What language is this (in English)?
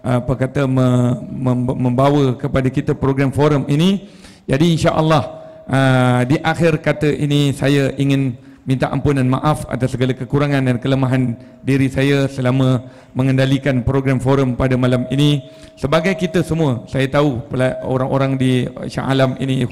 Malay